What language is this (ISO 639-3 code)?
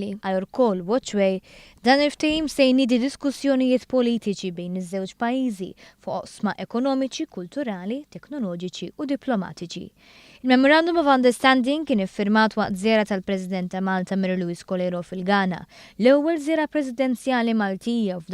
mlt